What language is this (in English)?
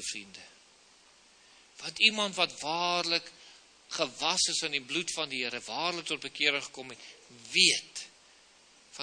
Afrikaans